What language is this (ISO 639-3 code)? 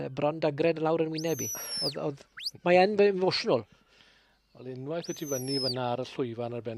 cym